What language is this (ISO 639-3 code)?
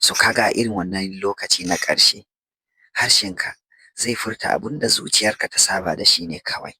hau